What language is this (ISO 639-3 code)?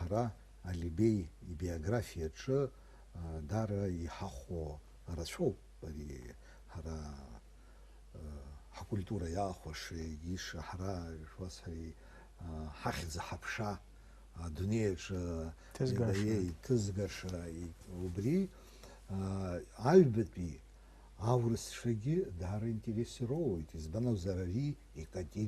abk